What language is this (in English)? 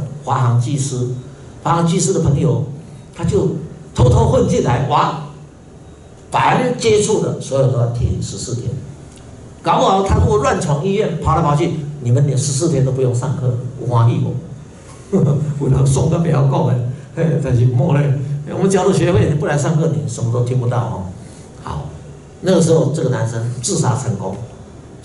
Chinese